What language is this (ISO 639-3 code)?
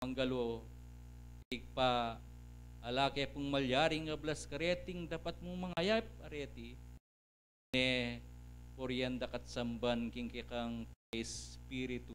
pam